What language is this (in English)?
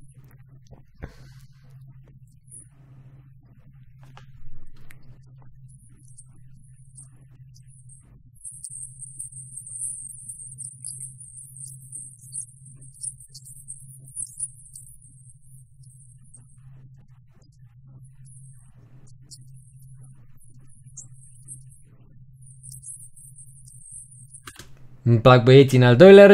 Romanian